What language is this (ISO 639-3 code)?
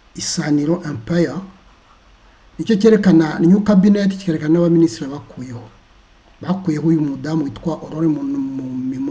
kin